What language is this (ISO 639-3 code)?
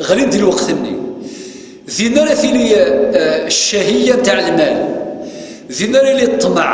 kab